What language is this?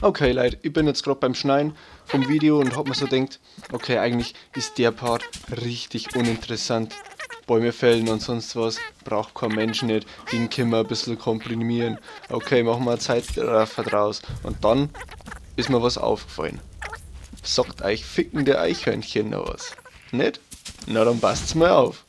Bavarian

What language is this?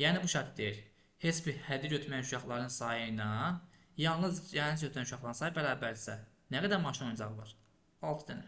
Azerbaijani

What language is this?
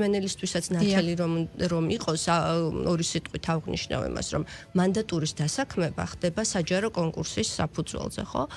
Georgian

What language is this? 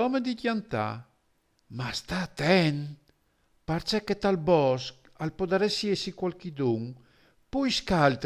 Friulian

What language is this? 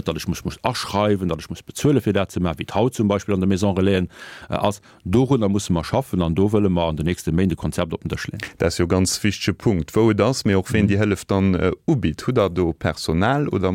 Luxembourgish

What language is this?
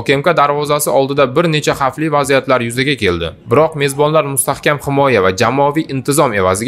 Uzbek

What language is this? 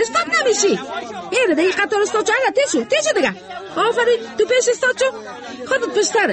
Persian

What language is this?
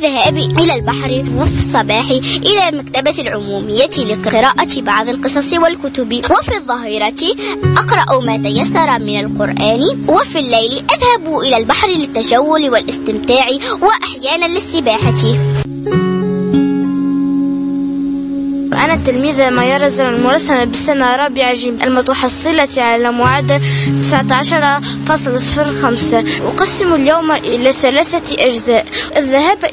Tunisian Arabic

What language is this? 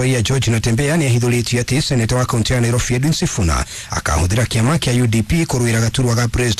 Kikuyu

